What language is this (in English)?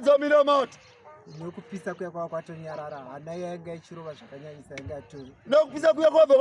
Shona